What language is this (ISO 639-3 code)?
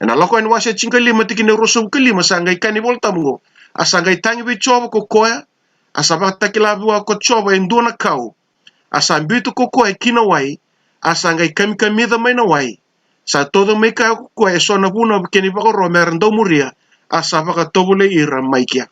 fij